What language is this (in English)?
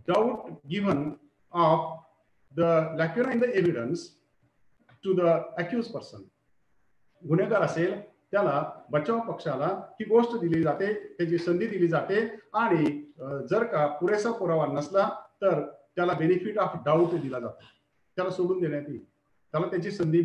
Marathi